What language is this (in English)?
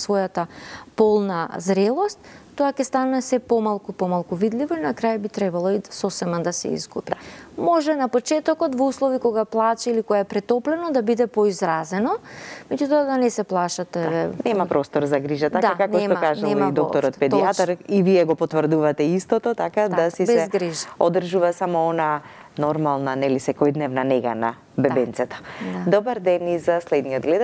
Macedonian